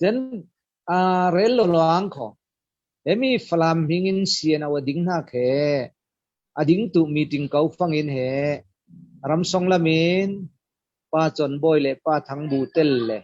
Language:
Falam Chin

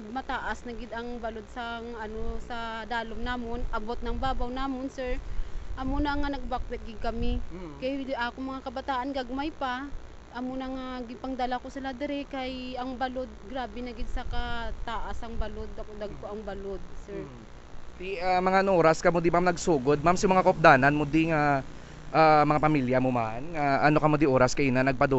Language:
Hiligaynon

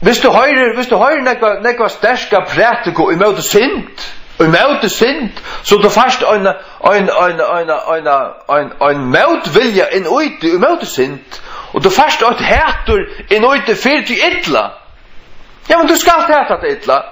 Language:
Faroese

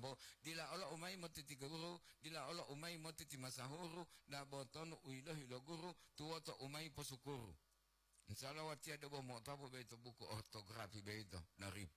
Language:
Gorontalo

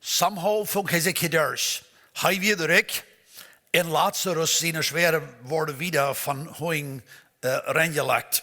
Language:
Plautdietsch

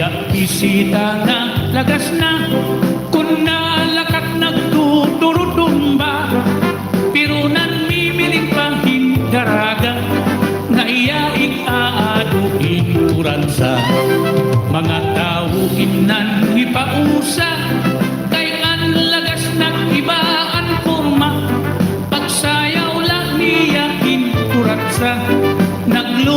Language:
Waray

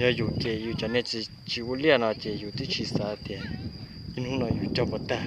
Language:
Hmong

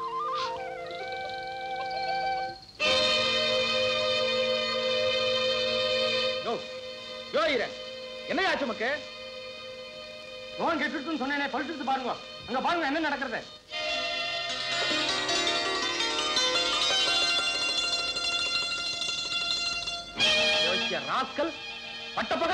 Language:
Tamil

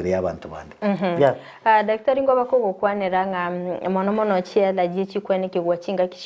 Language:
Gusii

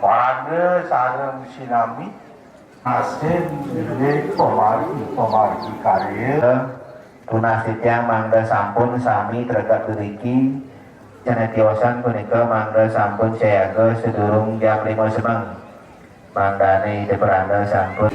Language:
Balinese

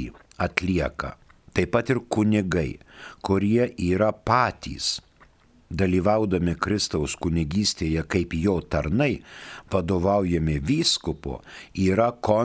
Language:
Lithuanian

